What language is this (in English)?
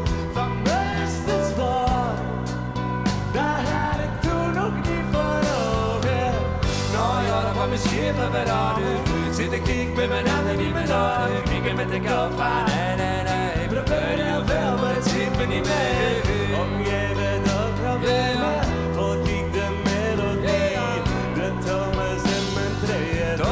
Dutch